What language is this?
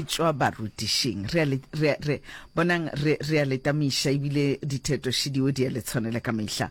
Northern Sotho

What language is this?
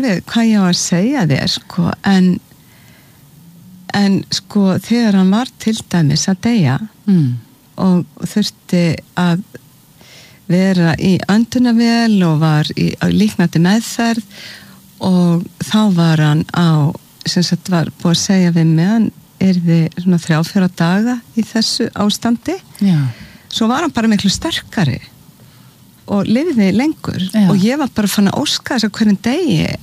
Icelandic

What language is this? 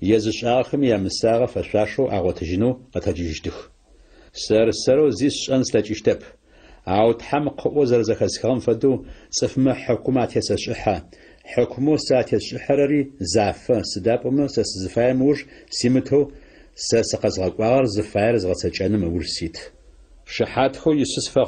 Adyghe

